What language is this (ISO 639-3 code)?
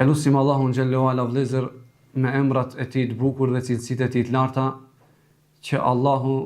sqi